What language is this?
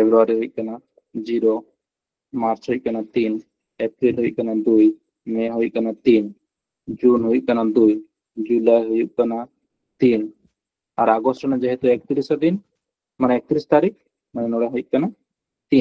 Santali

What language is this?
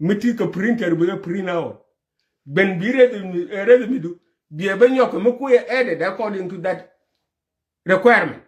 Nuer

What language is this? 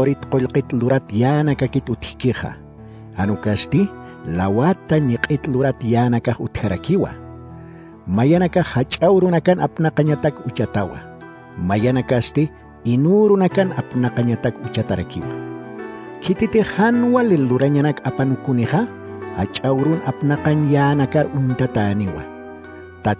Aymara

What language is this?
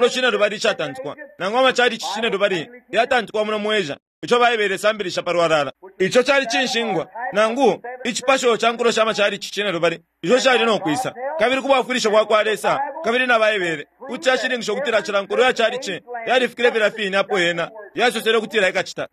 Bemba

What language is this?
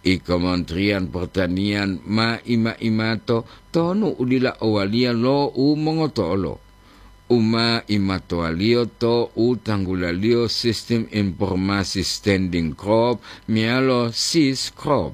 Gorontalo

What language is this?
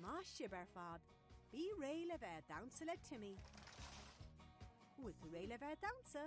Irish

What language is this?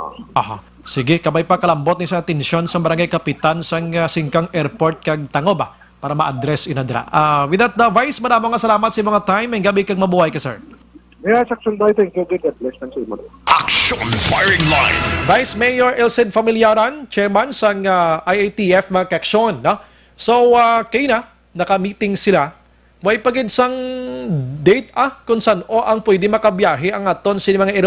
Hiligaynon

